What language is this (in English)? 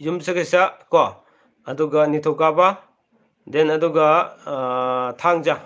Manipuri